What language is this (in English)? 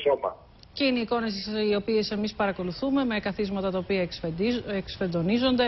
Greek